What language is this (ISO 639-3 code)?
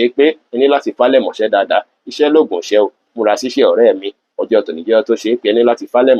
yor